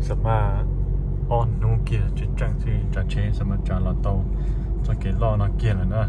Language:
Hmong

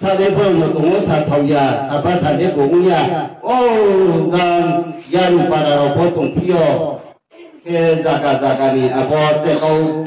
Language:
Riang (India)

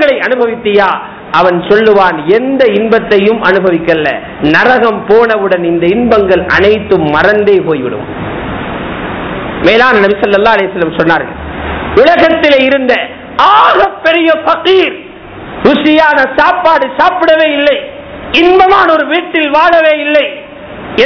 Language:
Tamil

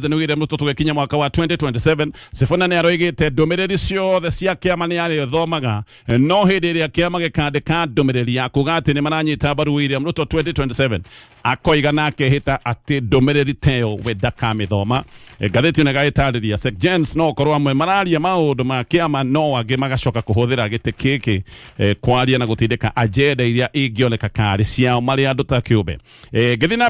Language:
Kikuyu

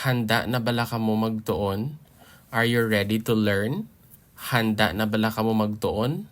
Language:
Hiligaynon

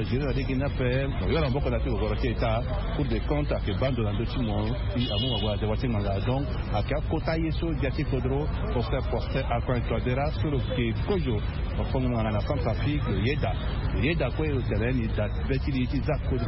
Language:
Sango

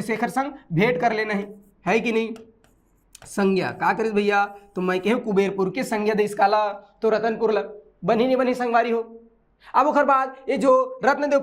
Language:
Chhattisgarhi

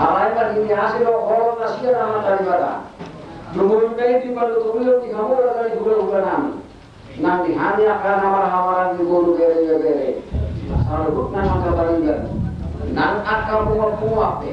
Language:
Batak Toba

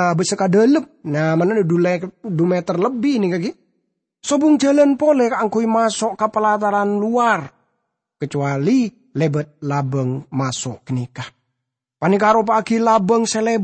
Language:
Madurese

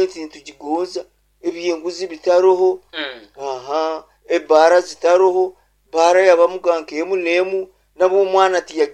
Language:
Nyoro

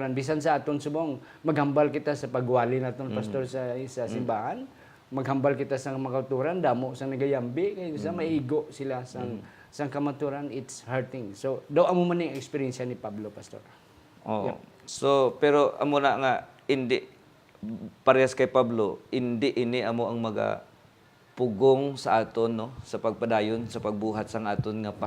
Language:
Hiligaynon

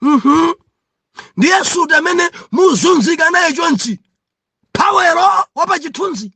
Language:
Nyanja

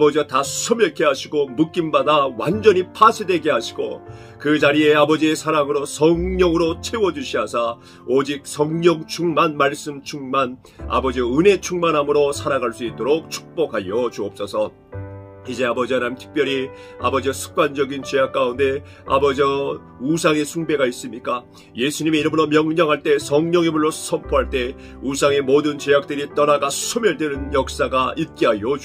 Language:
Korean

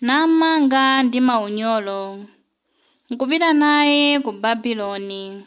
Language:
Nyanja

